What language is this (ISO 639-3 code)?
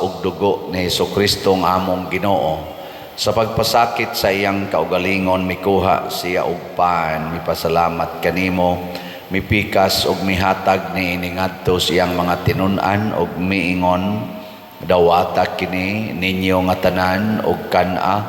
ceb